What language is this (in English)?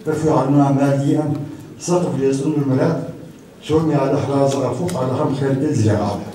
Kabardian